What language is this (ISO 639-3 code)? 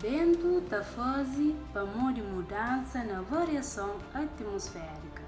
kea